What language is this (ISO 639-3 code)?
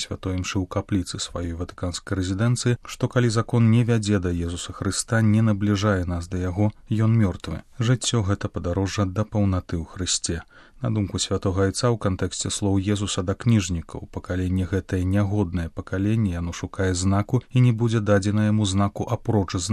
bel